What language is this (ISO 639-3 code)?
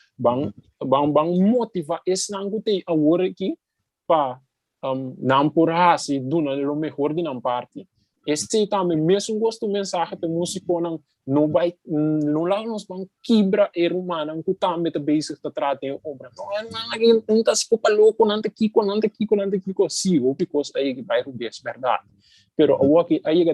pap